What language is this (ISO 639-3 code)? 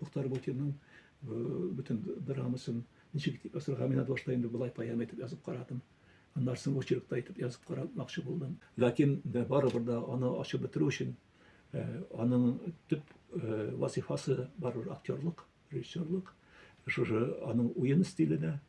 tat